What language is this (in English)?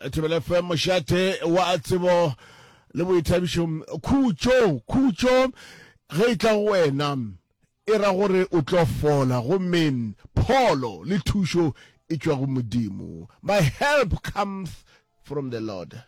Northern Sotho